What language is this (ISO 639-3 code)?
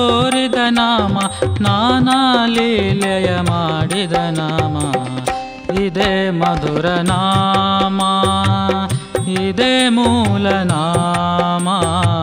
kan